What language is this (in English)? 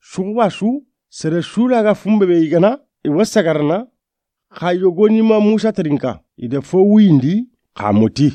Soninke